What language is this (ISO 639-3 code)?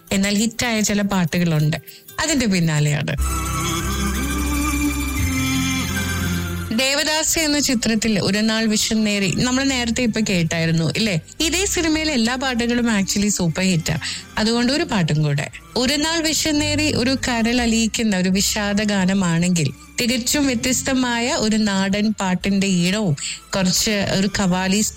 mal